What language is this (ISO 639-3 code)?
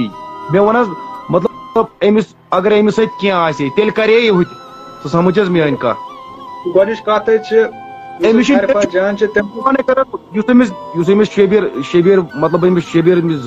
kas